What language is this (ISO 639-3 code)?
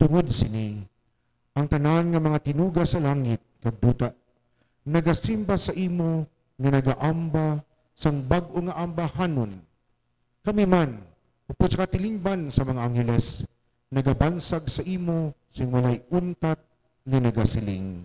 hil